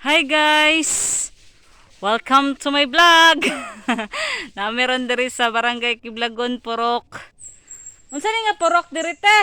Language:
Cebuano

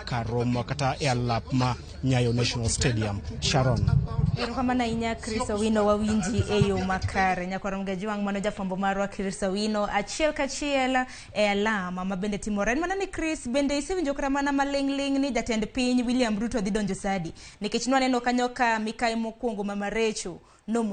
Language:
Luo (Kenya and Tanzania)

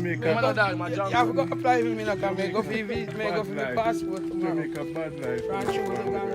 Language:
Jamaican Creole English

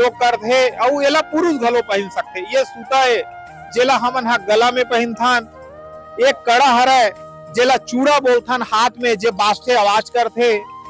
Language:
Chhattisgarhi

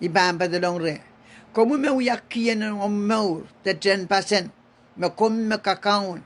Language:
Pohnpeian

